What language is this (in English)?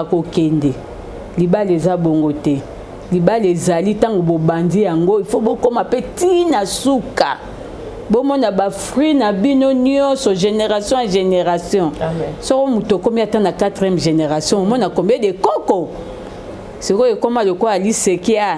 Lingala